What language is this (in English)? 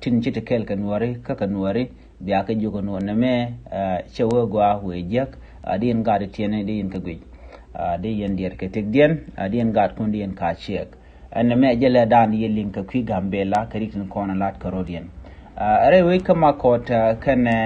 Nuer